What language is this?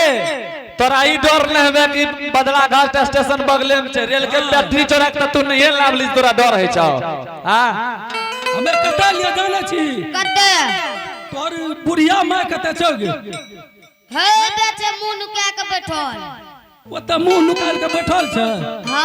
Angika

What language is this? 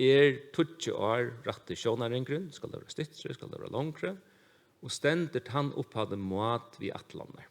Faroese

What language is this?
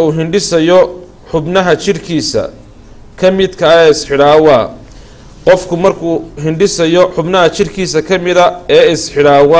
Somali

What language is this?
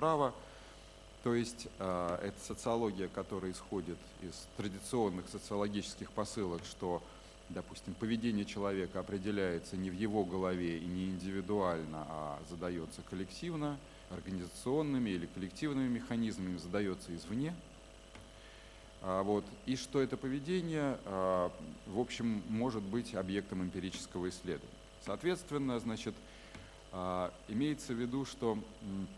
Russian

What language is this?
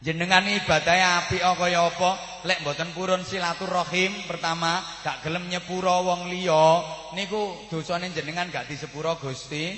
Javanese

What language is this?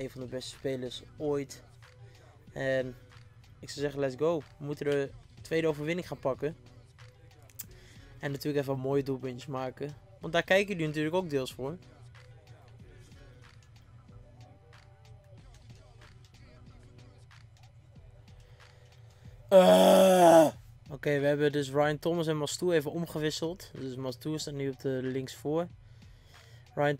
Dutch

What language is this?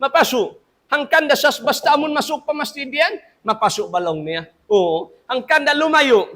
Tausug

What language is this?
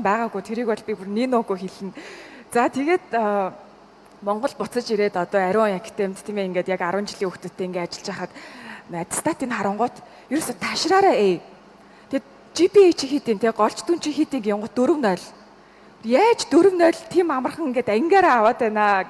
Mongolian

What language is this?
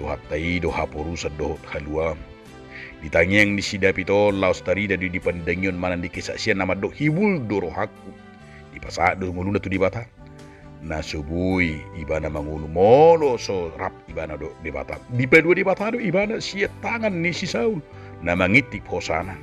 Batak Toba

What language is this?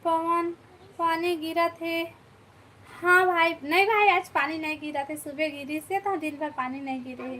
Chhattisgarhi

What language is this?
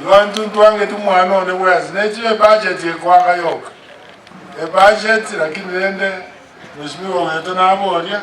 Gusii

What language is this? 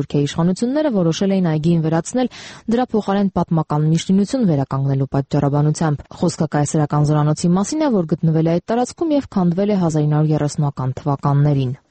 Armenian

